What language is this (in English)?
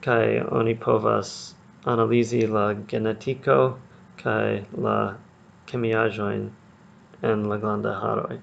Esperanto